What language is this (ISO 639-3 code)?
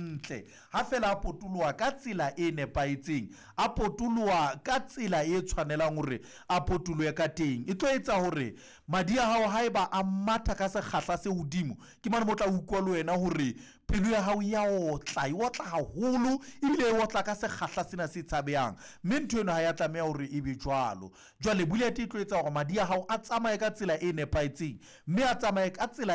sot